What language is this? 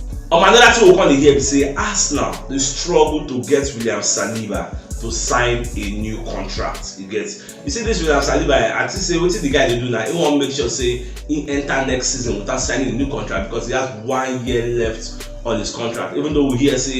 Nigerian Pidgin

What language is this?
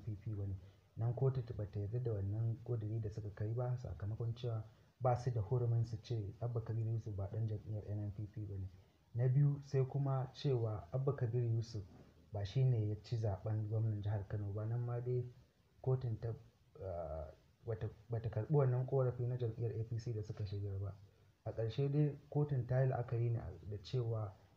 Hausa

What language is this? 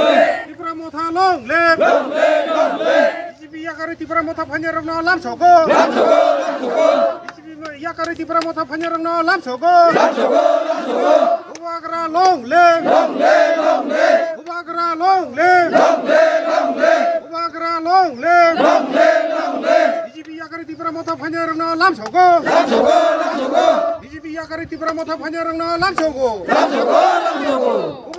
Kok Borok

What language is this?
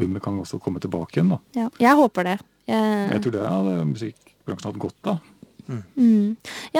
Norwegian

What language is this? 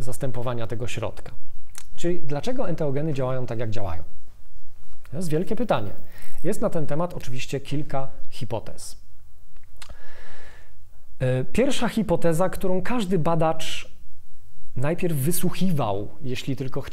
Polish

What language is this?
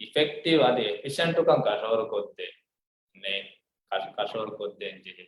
Divehi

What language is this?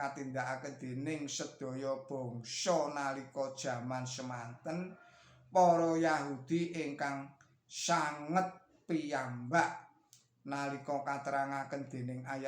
Javanese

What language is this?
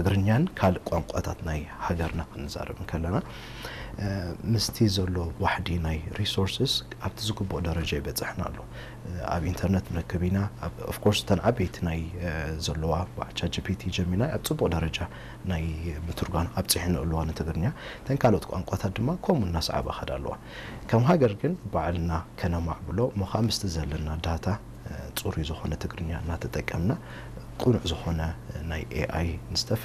Tigrinya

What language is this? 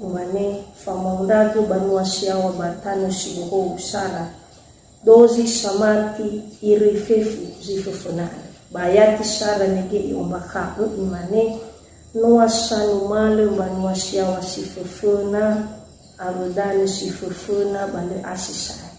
Nias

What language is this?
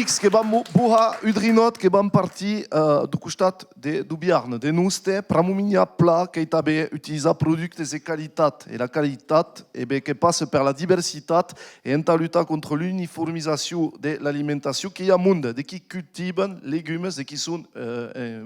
Occitan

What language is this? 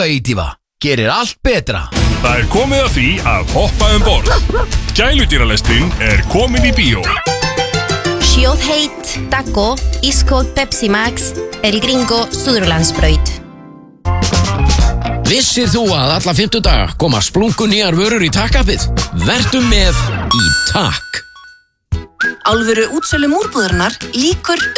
Icelandic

